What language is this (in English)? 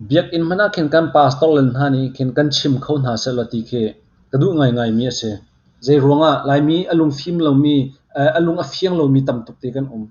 Hakha Chin